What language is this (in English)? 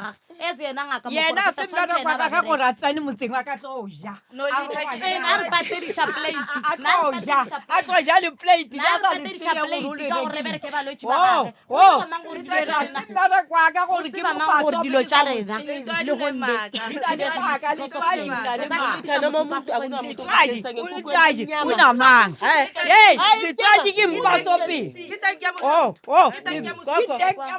Northern Sotho